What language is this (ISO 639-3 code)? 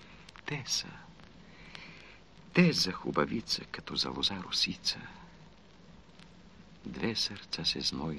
bul